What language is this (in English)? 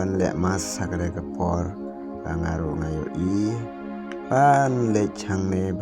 Khasi